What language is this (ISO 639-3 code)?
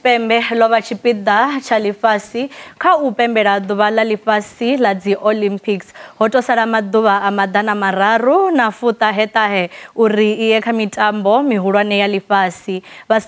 ven